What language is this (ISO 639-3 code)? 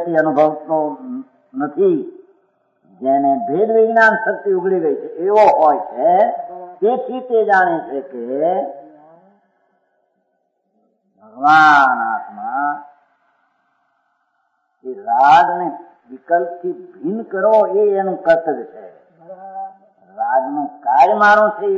guj